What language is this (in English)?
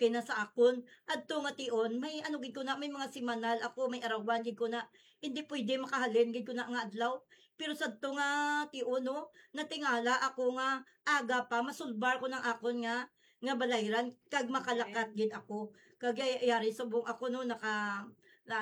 Hiligaynon